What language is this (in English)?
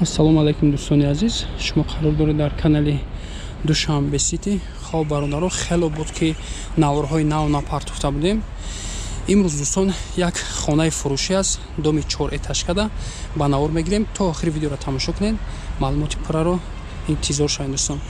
Tajik